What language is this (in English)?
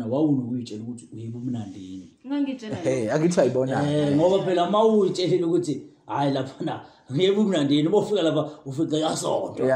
Zulu